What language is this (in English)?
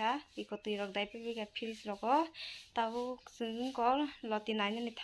Kok Borok